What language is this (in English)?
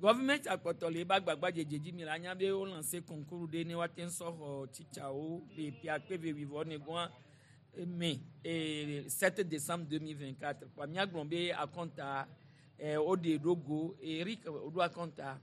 Gen